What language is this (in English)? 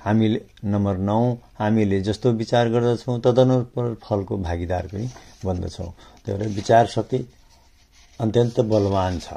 Nepali